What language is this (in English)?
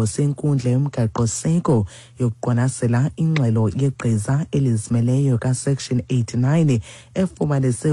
Xhosa